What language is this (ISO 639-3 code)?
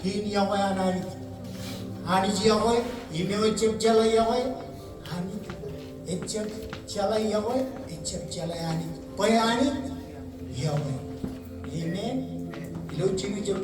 mah